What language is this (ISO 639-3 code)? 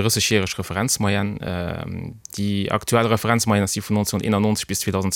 ltz